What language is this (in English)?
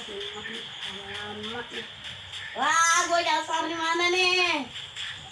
Betawi